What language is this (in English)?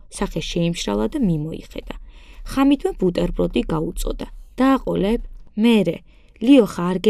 Georgian